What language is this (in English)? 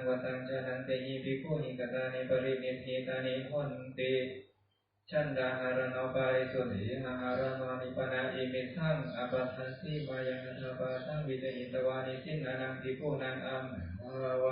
Pali